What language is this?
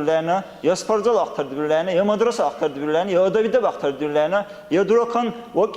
Dargwa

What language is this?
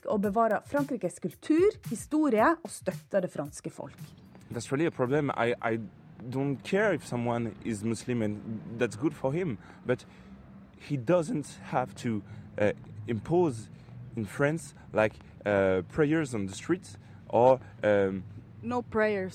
Norwegian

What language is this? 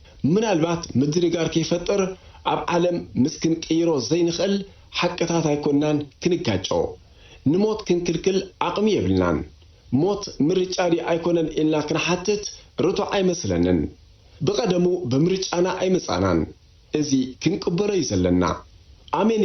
Tigrinya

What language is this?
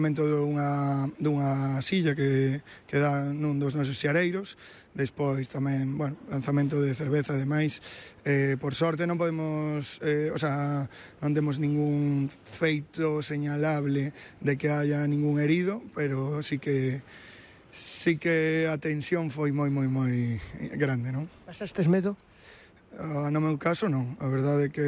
Galician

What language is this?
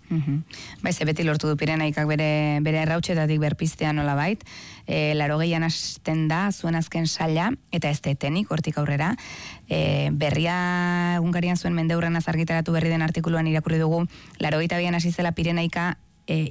Basque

